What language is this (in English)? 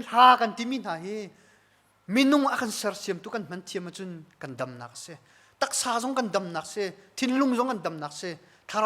Hakha Chin